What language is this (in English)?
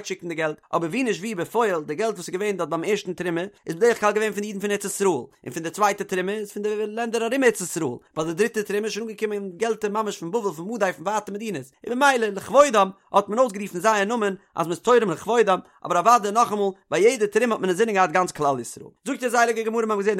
Yiddish